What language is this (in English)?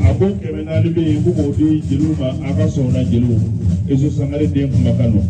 Bambara